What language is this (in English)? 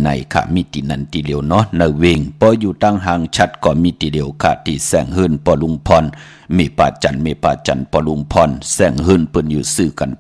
Shan